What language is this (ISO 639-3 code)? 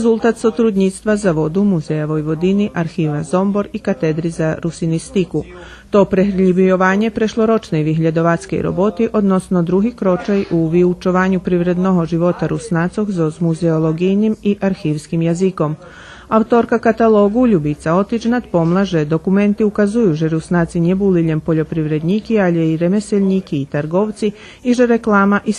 rue